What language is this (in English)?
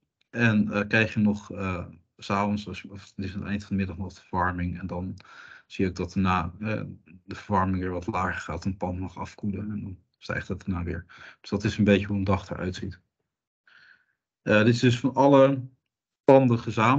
Dutch